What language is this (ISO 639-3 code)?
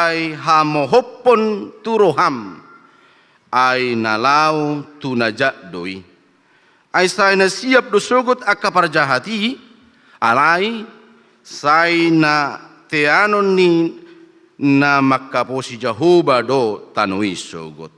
bbc